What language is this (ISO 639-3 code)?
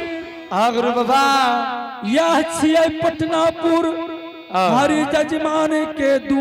anp